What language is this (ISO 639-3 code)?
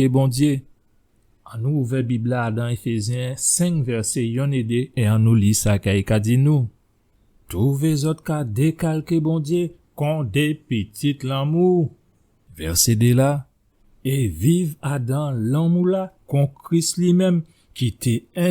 gcf